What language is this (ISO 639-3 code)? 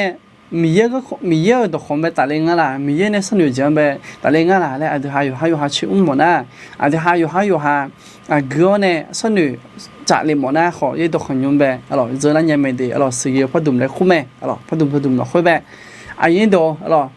ahk